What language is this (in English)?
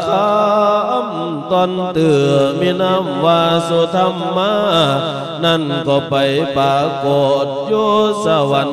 Lao